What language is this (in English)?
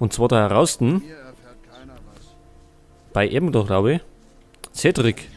Bavarian